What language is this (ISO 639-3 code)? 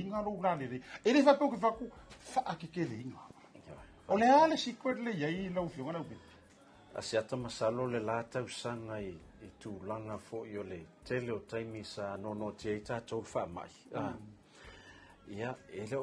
smo